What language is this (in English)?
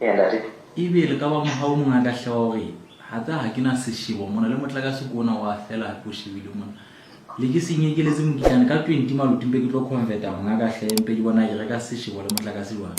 Southern Sotho